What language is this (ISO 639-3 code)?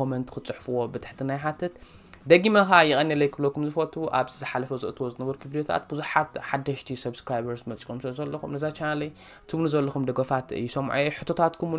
tir